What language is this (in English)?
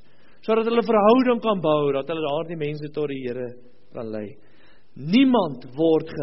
Afrikaans